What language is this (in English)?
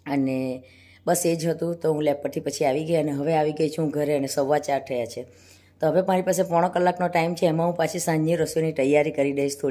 Gujarati